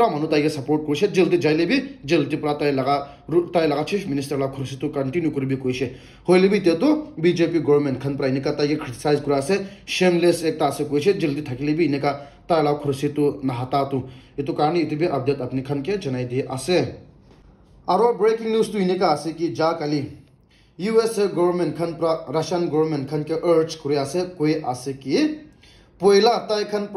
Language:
Naga Pidgin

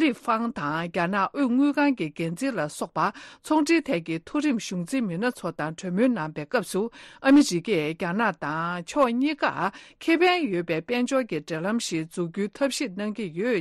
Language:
Tibetan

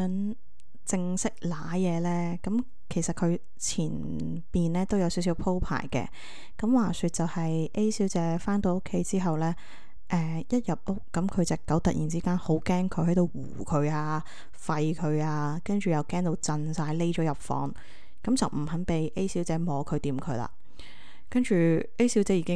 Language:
Cantonese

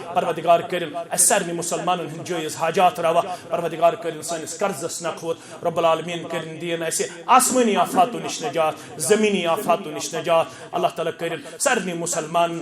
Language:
Kashmiri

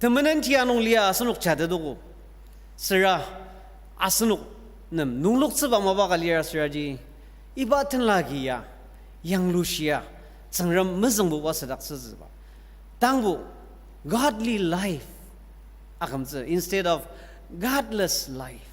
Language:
Ao Naga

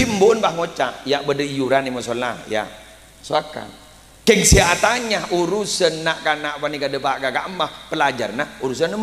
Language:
Madurese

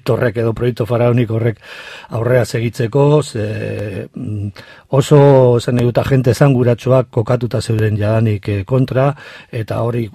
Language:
Basque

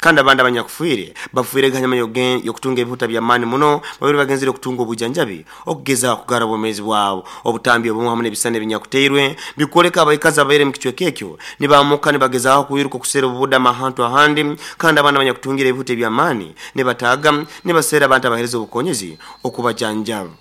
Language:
Nyoro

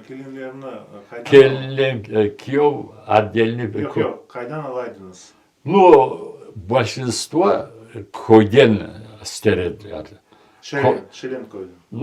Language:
Crimean Tatar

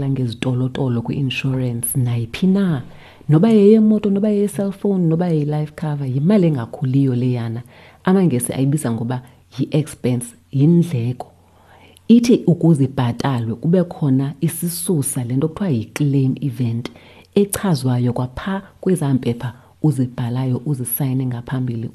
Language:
Xhosa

